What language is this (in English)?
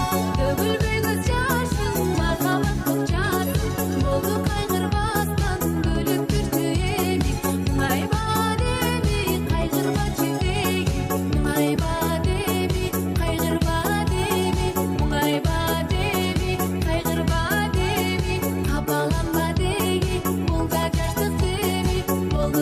Kara-Kalpak